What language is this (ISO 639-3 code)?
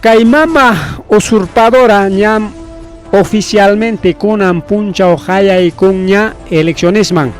quy